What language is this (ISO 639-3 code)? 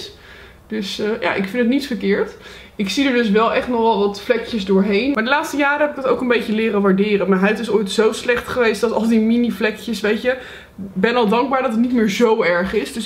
nld